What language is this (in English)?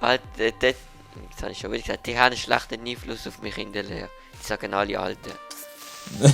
Swiss German